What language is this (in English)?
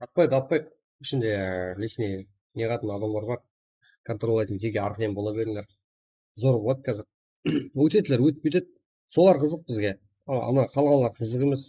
Kara-Kalpak